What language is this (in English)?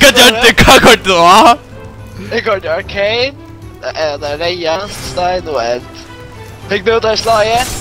Faroese